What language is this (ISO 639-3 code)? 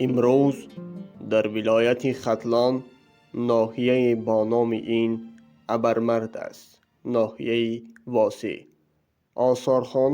tgk